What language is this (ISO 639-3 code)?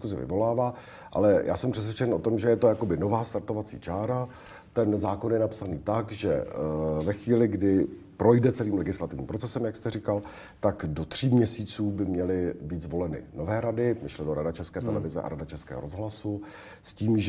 ces